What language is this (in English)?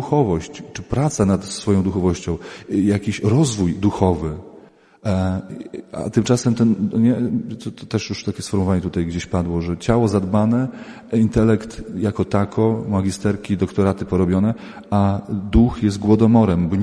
Polish